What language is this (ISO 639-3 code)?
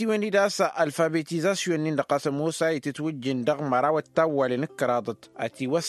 taq